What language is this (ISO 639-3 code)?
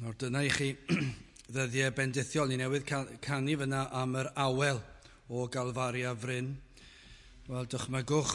cym